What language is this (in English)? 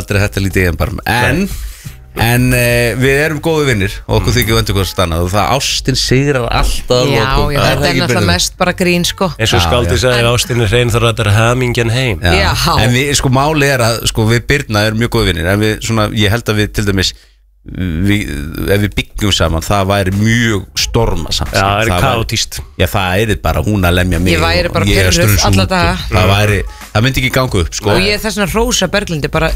Icelandic